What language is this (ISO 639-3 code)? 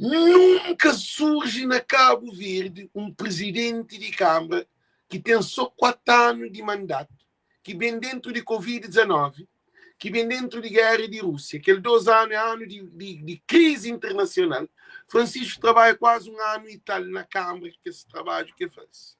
kea